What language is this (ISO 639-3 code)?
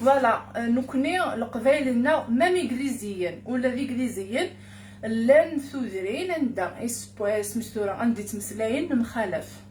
kab